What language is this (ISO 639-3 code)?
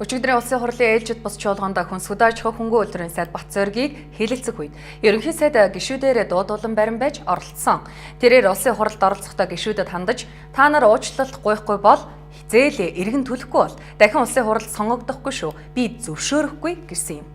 mon